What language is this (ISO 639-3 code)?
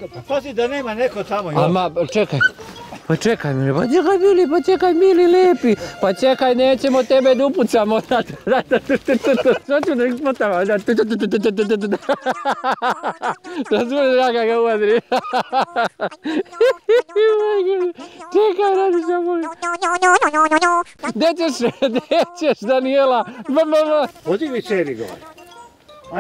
srp